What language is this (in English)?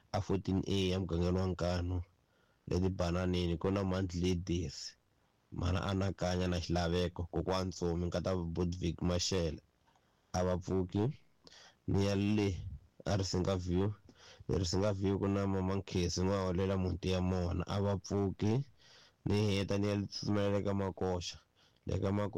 Tsonga